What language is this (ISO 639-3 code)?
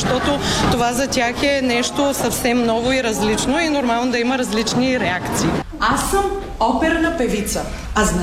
bul